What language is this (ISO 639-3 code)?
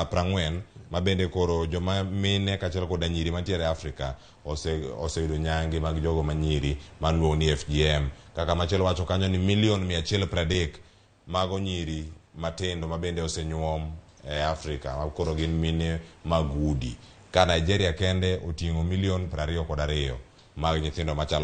luo